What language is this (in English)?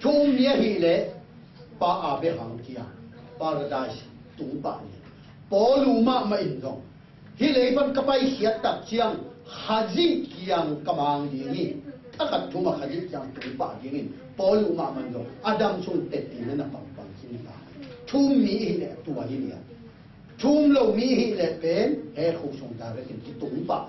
Tedim Chin